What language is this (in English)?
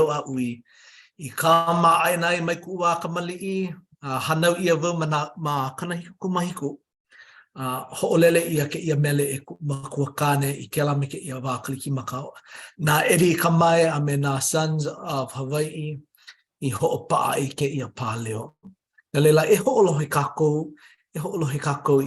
Hawaiian